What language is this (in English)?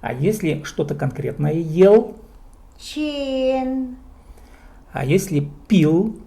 Khakas